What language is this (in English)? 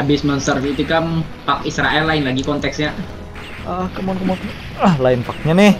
Banjar